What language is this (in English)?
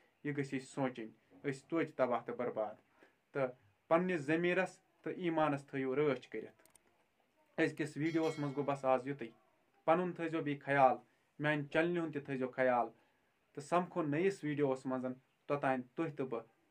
Kashmiri